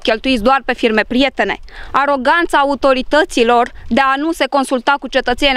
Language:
Romanian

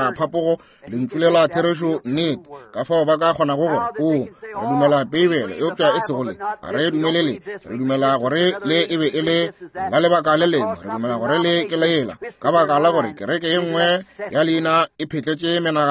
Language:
Northern Sotho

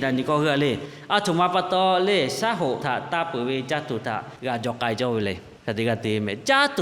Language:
Lahu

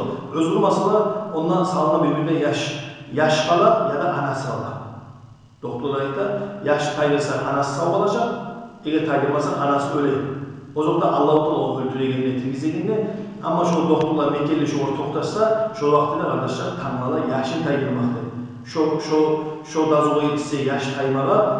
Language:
Kumyk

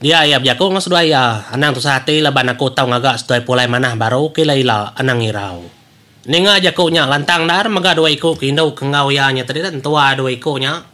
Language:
Iban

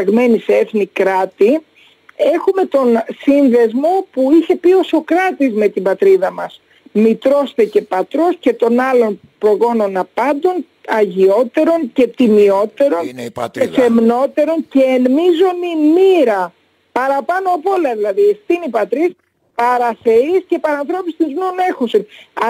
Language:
Greek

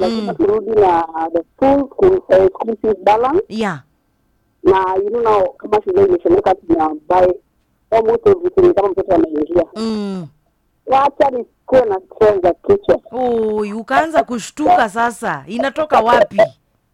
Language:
Swahili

